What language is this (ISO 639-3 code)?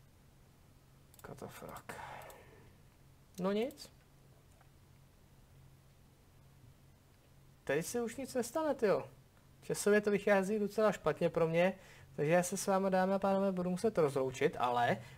ces